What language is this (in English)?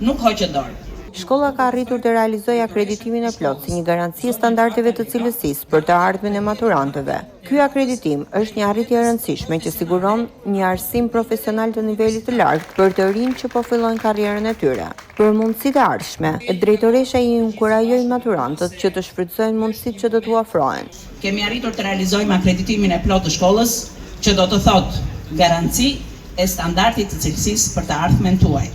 Albanian